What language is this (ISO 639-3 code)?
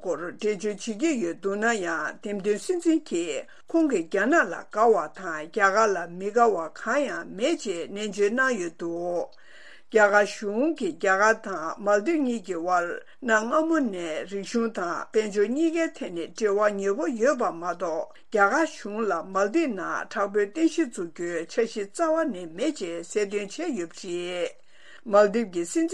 bod